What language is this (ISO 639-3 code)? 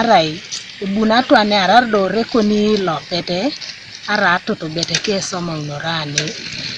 teo